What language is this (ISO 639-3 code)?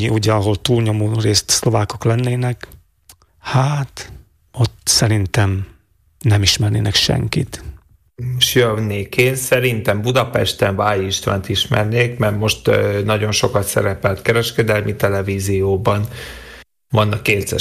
hun